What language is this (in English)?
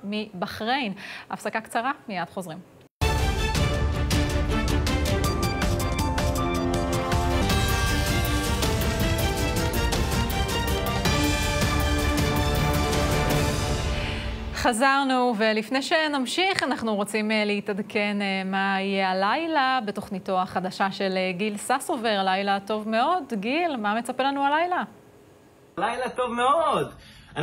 Hebrew